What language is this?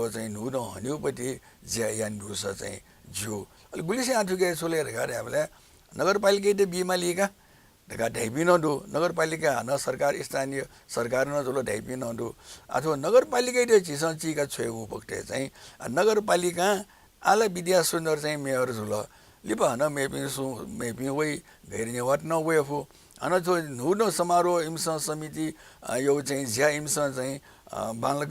Newari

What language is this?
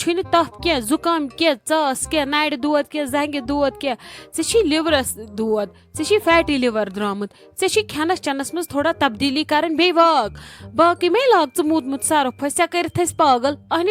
Kashmiri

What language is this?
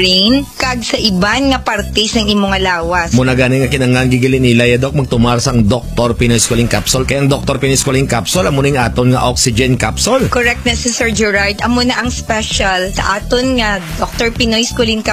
Hiligaynon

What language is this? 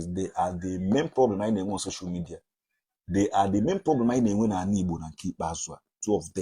Igbo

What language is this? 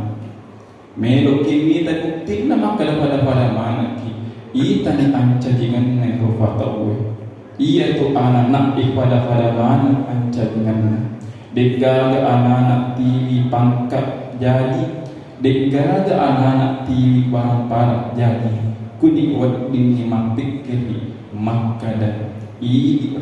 Buginese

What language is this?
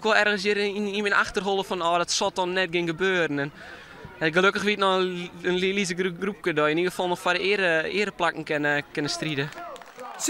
Western Frisian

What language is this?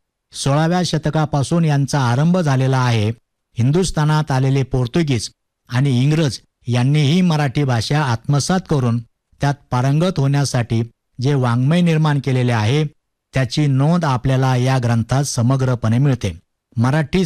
Marathi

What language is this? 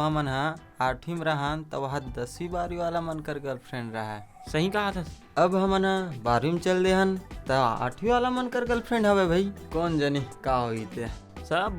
Chhattisgarhi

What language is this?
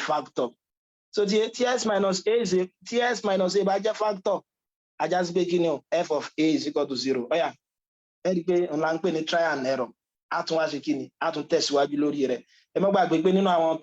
Yoruba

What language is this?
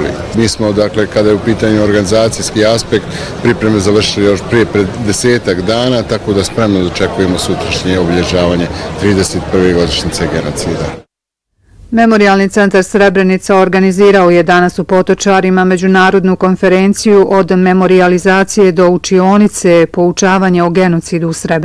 Bosnian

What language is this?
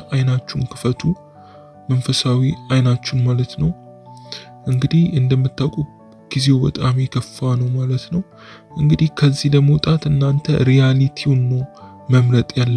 Amharic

